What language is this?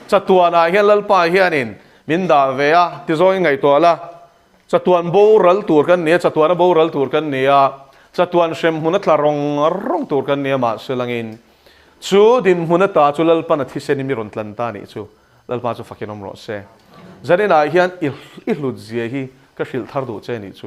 Mizo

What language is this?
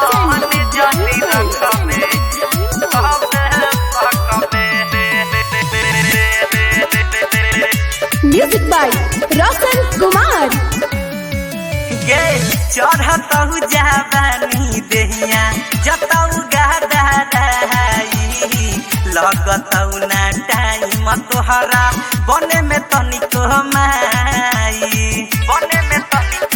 Bhojpuri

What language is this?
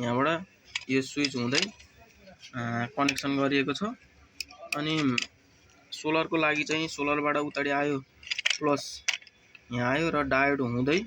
Nepali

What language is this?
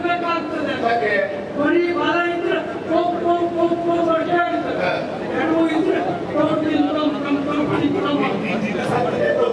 Kannada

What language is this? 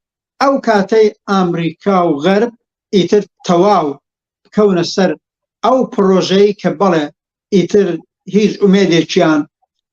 Central Kurdish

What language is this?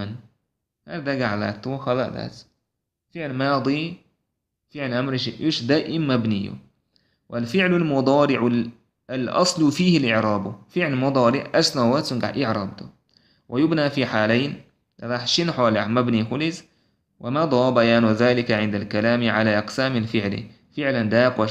Chechen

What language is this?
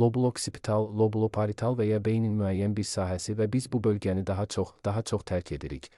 Azerbaijani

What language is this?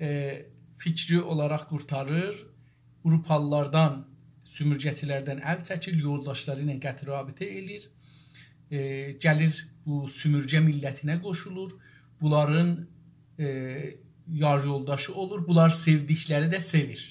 South Azerbaijani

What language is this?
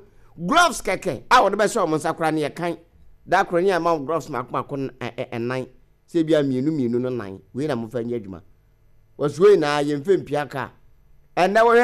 Akan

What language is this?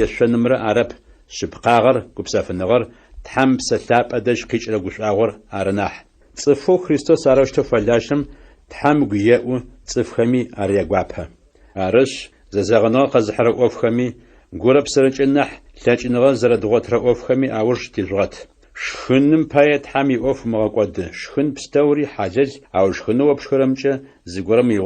Adyghe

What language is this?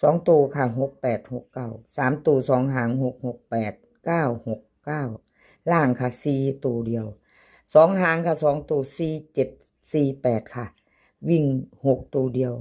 Lao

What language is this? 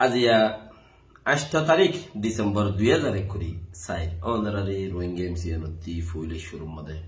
Rohingya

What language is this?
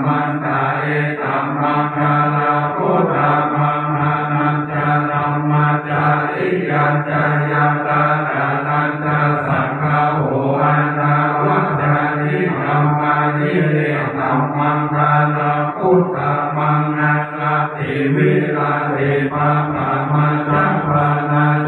Pali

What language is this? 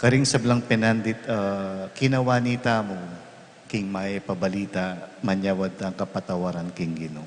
Pampanga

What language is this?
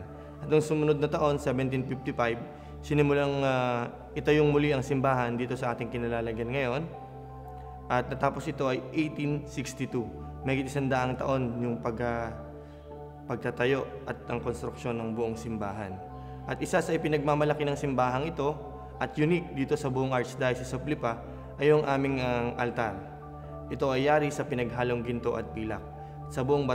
Filipino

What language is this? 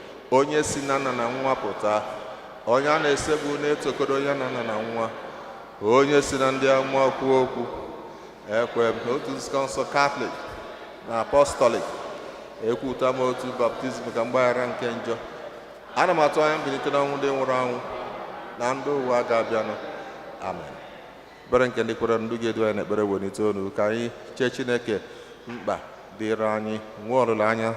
Igbo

